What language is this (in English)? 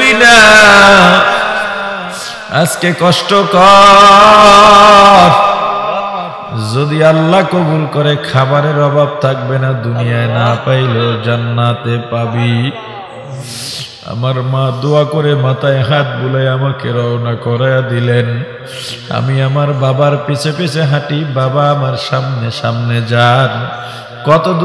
Bangla